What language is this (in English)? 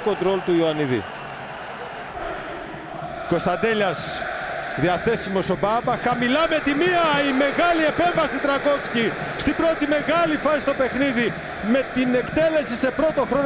Greek